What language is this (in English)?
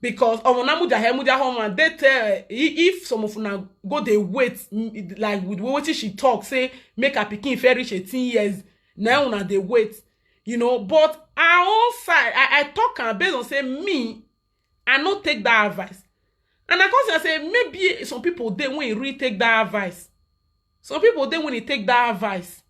Nigerian Pidgin